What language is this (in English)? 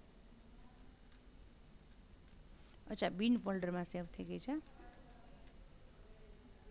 Gujarati